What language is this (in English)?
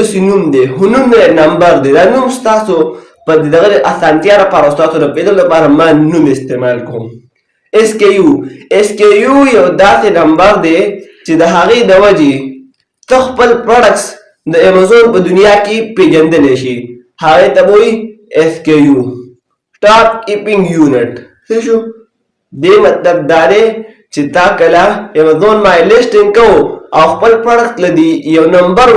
Pashto